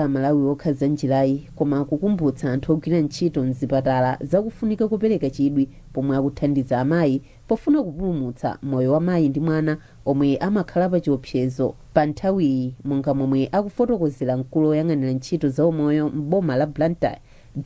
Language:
Nyanja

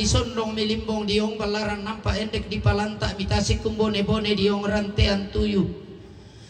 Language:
Toraja-Sa'dan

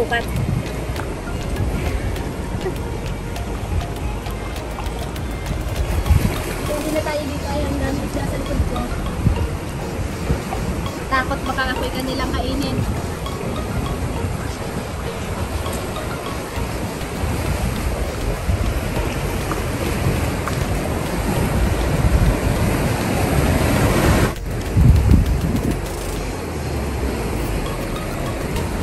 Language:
Filipino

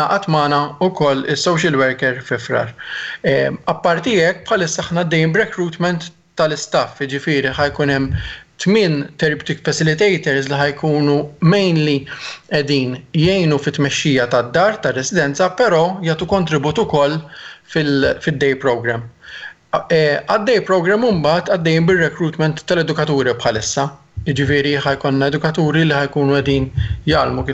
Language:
Maltese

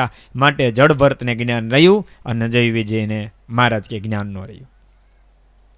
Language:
Gujarati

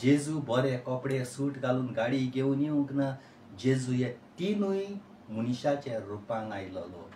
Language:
Konkani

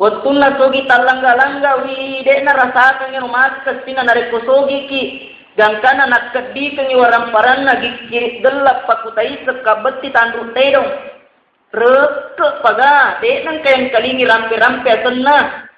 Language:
Buginese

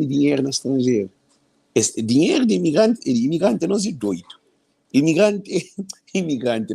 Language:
Kabuverdianu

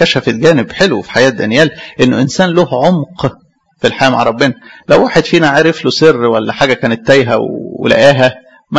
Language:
Egyptian Arabic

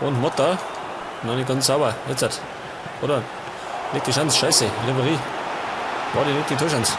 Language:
Bavarian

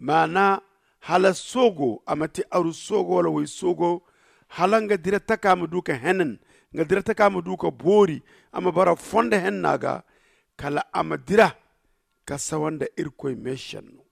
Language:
Zarma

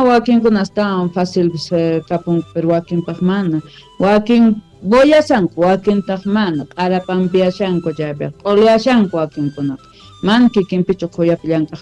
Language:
Quechua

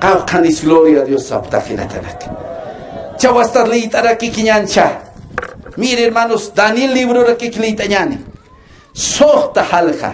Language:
Aymara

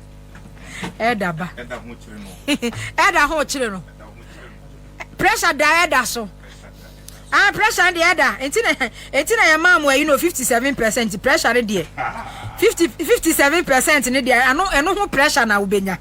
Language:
Akan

